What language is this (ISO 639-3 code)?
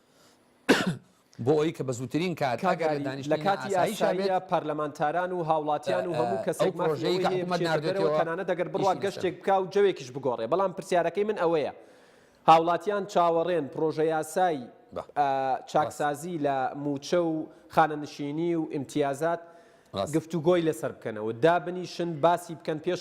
ckb